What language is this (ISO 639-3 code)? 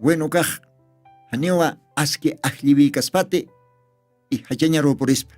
aym